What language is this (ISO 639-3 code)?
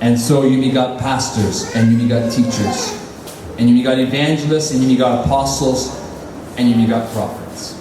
tpi